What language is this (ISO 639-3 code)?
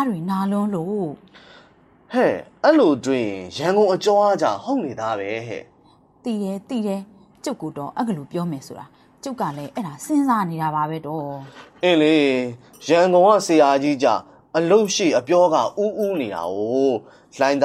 mya